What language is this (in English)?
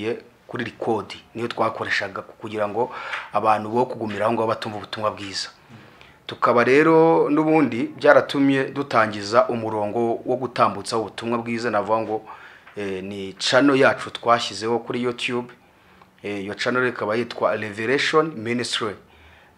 Kinyarwanda